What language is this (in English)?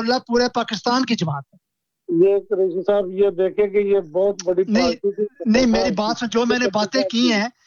Urdu